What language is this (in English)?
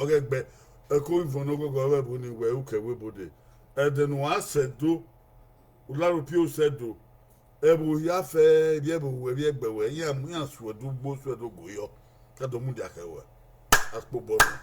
Bini